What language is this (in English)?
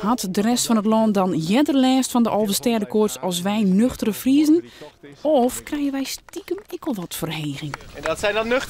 Western Frisian